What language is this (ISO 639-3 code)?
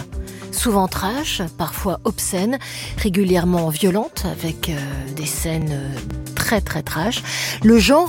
fra